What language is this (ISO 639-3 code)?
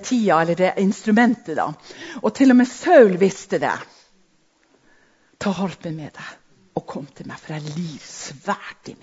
nor